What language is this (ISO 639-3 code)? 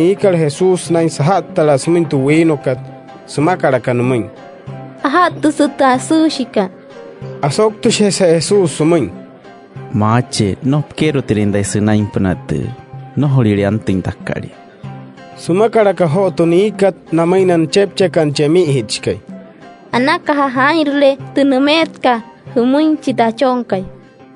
guc